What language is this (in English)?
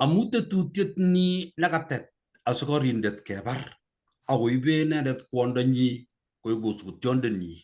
Kalenjin